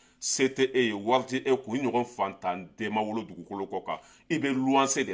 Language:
Bambara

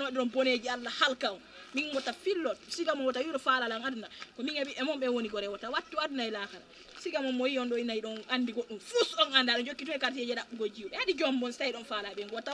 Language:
Fula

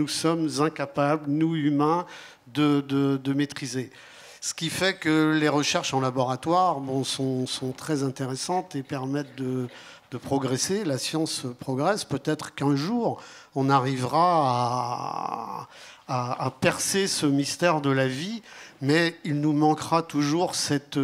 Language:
French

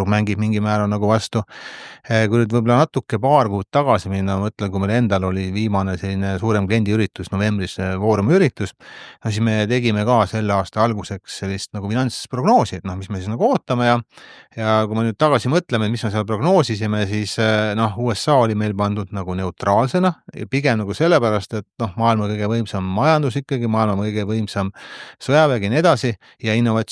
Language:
Estonian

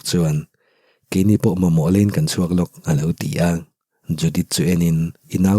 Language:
Mizo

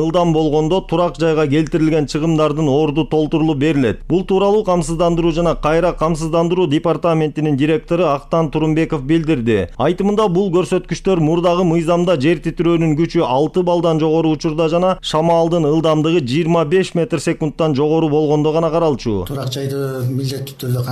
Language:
Kyrgyz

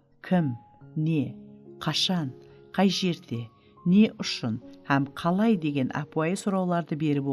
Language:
Kara-Kalpak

